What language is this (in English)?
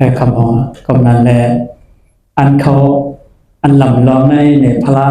Shan